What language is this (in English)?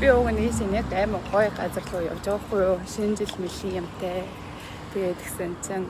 Mongolian